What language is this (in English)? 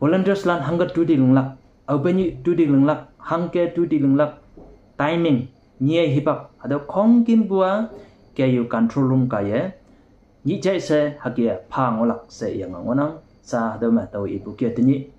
Konyak Naga